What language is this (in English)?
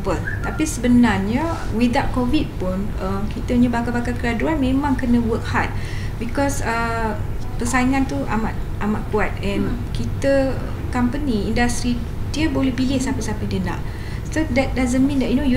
Malay